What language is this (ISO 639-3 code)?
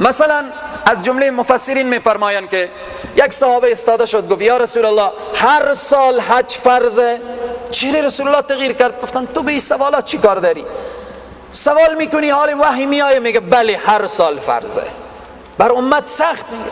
fas